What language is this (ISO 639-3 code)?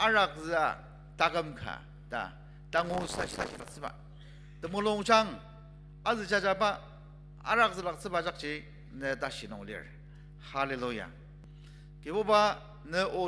njo